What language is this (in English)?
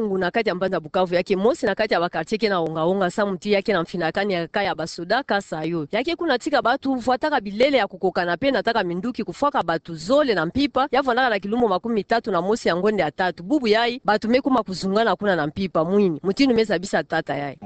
Kituba (Democratic Republic of Congo)